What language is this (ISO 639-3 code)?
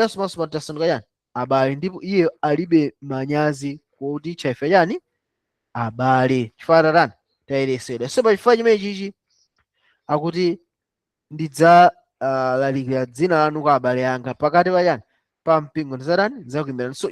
nya